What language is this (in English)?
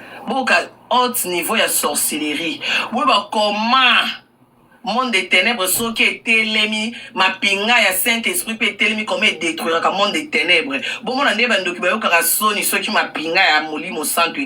Lingala